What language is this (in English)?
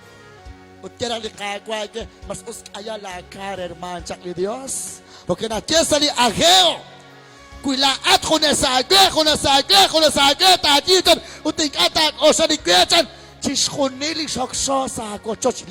Kekchí